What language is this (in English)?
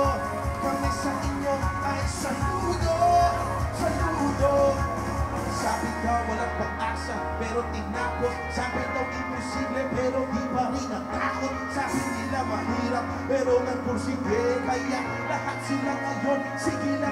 Filipino